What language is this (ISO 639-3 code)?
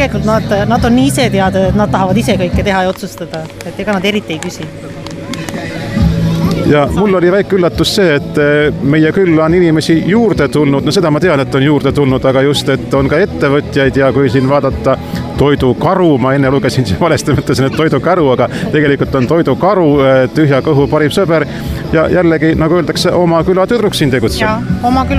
est